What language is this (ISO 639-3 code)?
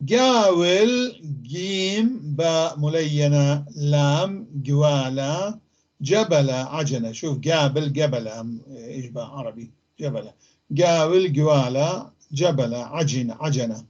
apc